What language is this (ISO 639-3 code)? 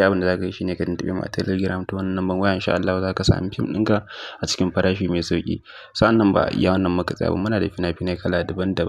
hau